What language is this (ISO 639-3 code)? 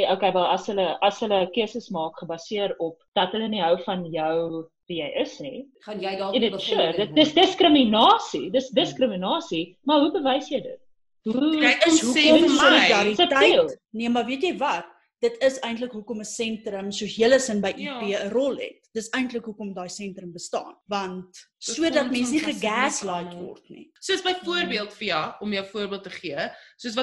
afr